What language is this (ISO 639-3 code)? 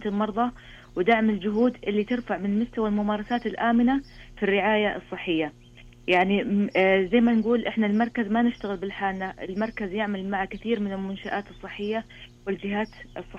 ars